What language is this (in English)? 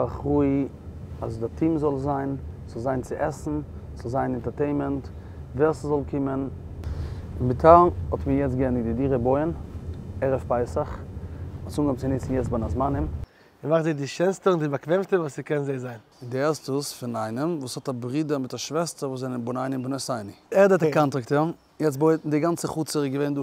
Yiddish